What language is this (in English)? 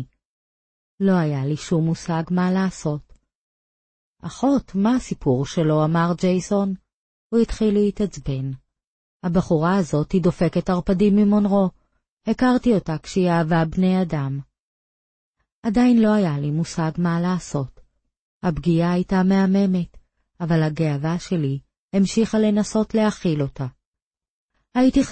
Hebrew